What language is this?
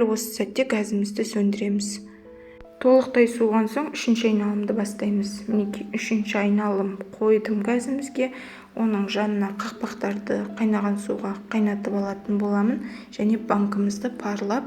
Kazakh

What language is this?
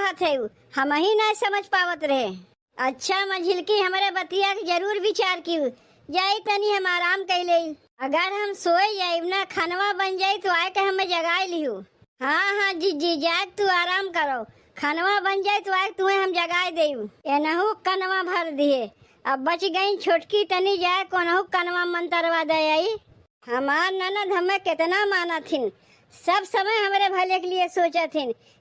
Awadhi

